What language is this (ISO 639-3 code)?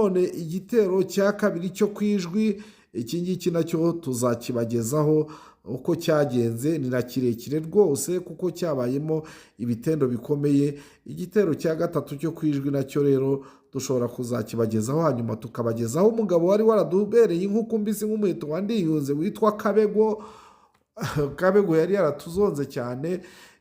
kin